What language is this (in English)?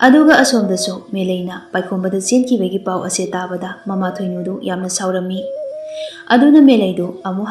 Manipuri